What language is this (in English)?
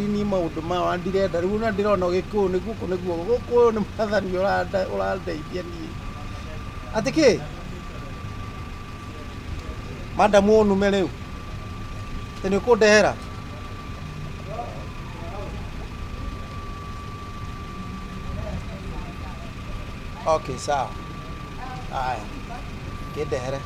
Kikuyu